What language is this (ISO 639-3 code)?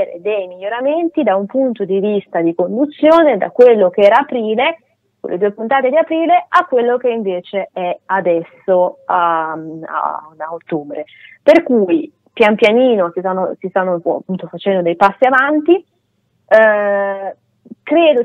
ita